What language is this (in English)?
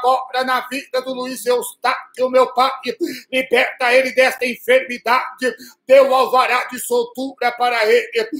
Portuguese